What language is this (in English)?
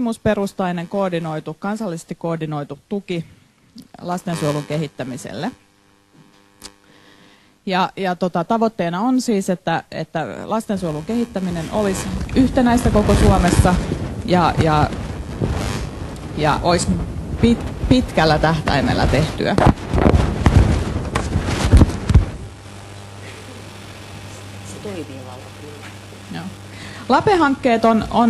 Finnish